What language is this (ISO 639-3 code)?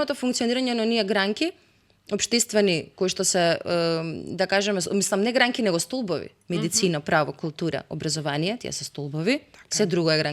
mkd